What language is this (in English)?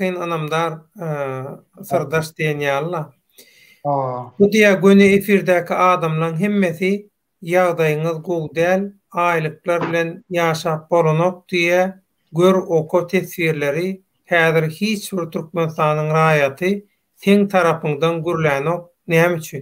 Turkmen